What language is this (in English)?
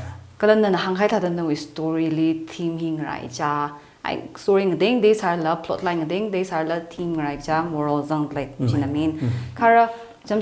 Tangkhul Naga (India)